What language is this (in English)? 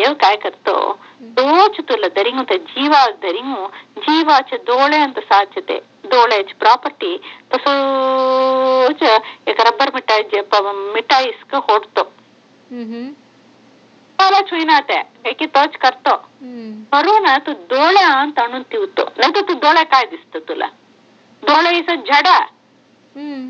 Marathi